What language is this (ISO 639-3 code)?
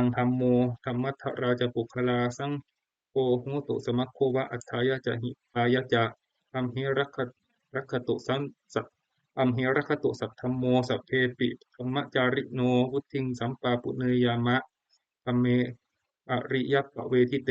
pli